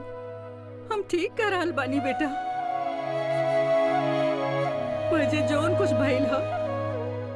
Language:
Bhojpuri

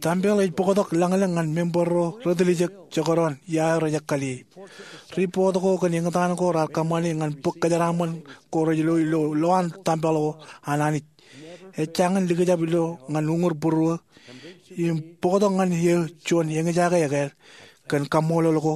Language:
Marshallese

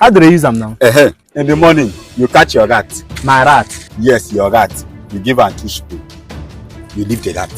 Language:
Nigerian Pidgin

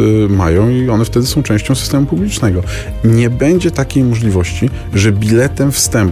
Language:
Polish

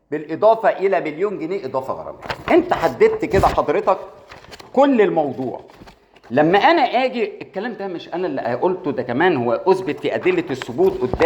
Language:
Egyptian Arabic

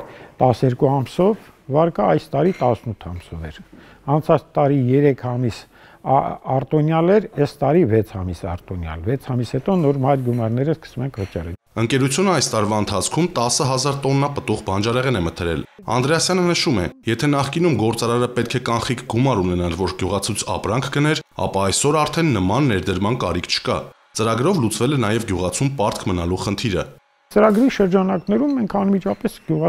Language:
Armenian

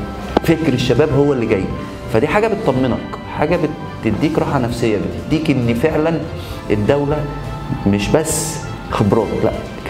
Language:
Egyptian Arabic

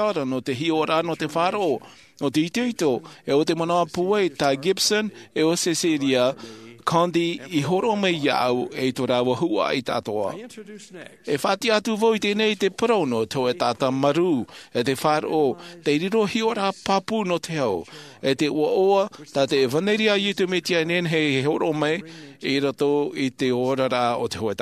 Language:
Tahitian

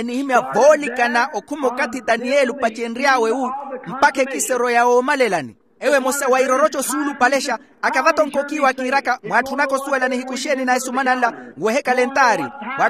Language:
Makhuwa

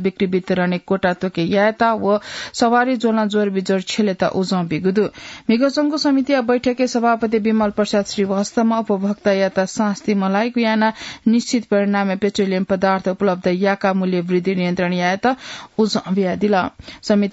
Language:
Newari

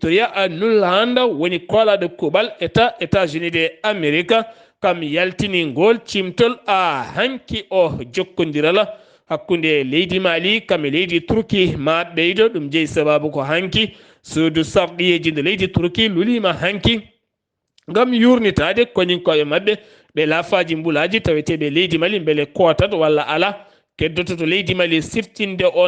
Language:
Fula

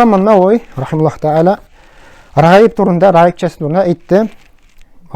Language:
Tatar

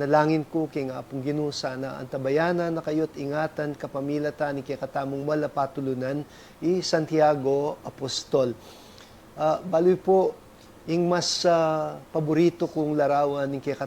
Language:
Pampanga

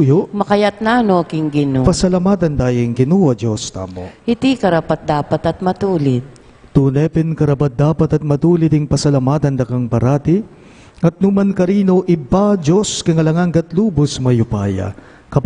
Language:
Pampanga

